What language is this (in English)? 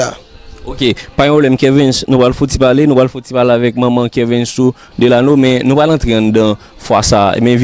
Haitian Creole